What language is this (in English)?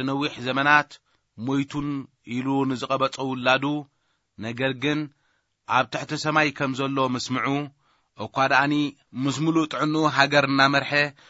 Tigrinya